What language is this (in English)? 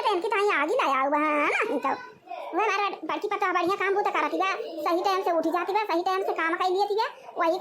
Awadhi